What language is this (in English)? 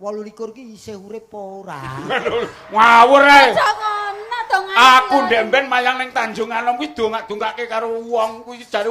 Javanese